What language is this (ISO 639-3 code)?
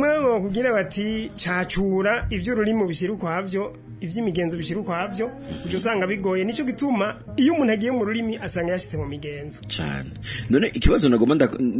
run